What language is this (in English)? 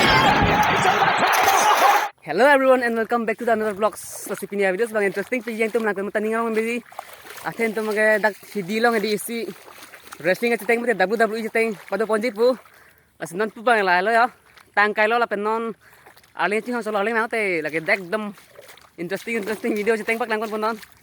Karbi